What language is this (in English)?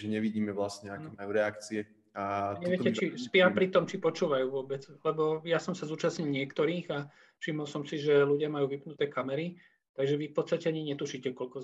Slovak